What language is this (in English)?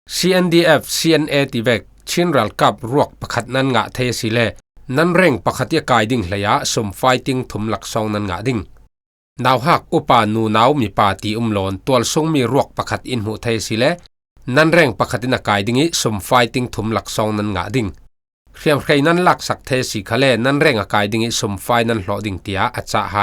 Falam Chin